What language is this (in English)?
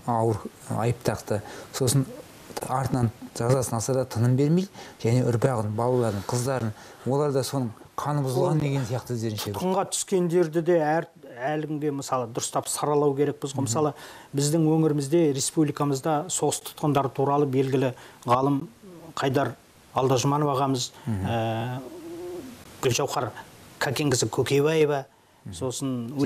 Kazakh